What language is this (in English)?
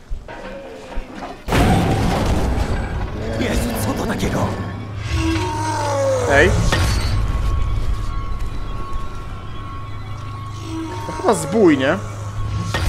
Polish